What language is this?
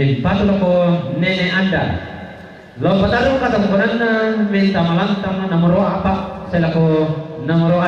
Toraja-Sa'dan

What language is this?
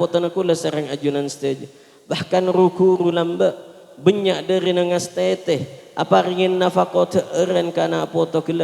Madurese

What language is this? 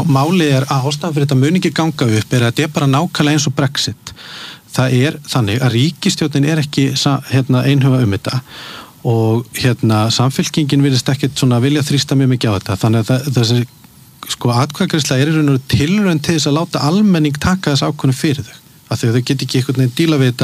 Icelandic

